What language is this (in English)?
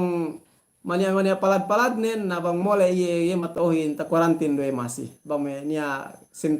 Yakan